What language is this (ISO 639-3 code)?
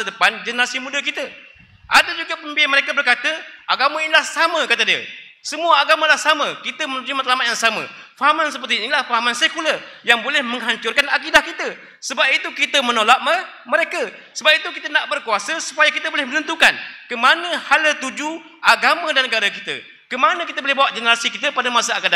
msa